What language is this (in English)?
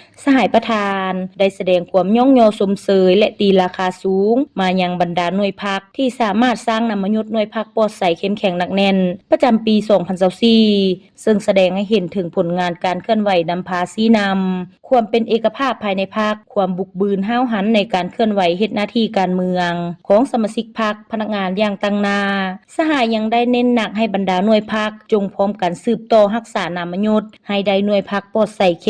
Lao